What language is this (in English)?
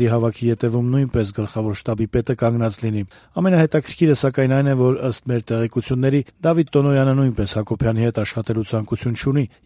Armenian